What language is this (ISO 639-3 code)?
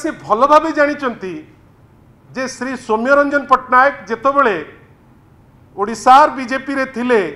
ori